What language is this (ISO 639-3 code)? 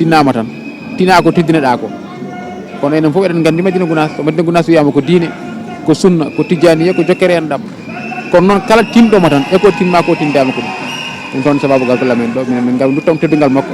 ful